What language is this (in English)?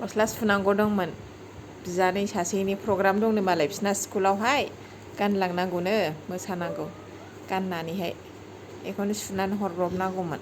Bodo